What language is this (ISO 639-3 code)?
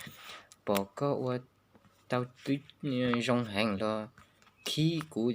hmn